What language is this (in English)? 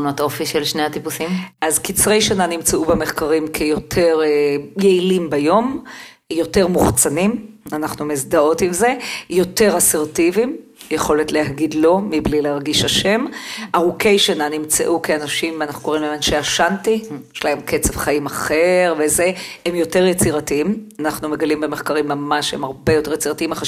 Hebrew